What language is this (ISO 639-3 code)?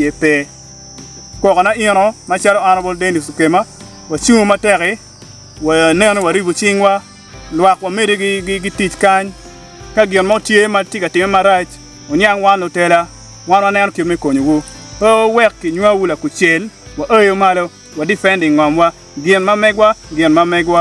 ach